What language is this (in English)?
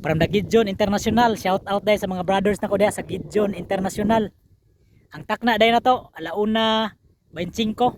Cebuano